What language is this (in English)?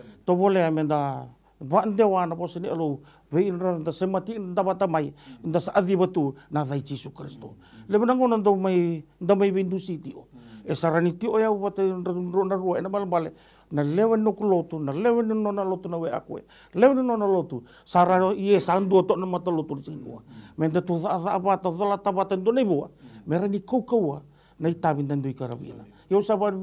Fijian